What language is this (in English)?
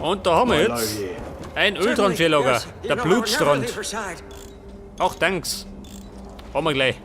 Bavarian